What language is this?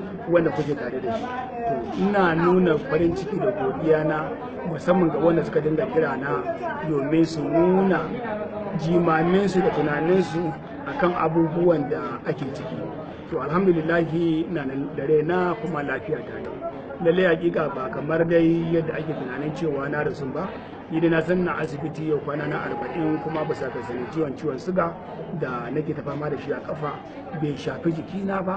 Hausa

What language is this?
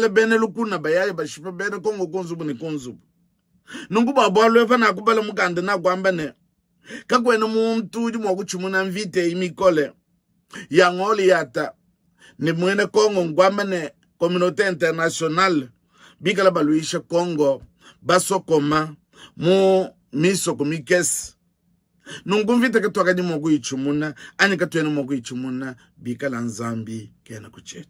Luba-Lulua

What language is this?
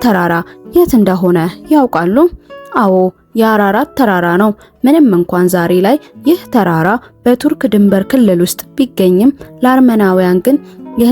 Amharic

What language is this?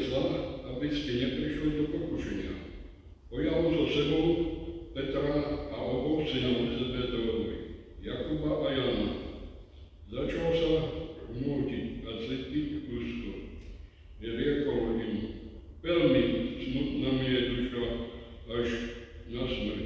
Slovak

